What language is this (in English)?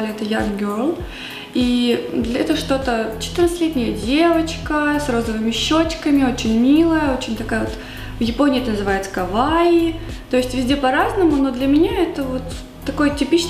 Russian